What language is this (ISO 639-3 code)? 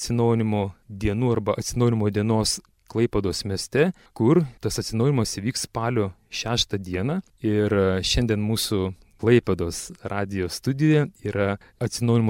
lit